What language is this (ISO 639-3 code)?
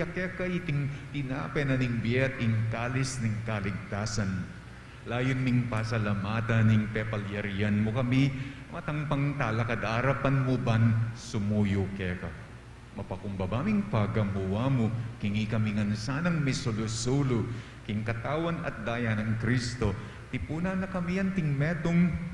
pam